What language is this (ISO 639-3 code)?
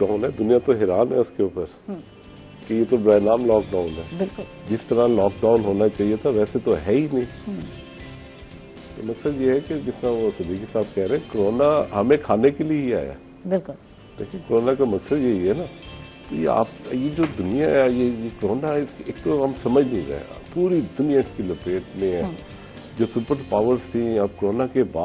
urd